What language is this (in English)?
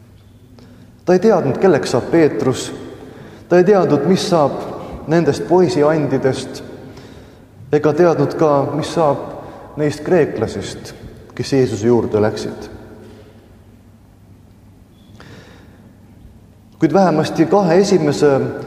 Estonian